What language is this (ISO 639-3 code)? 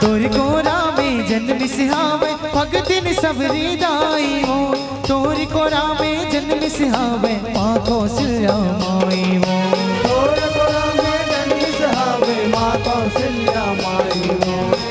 hne